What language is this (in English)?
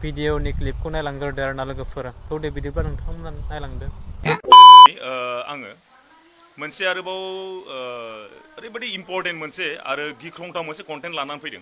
Bodo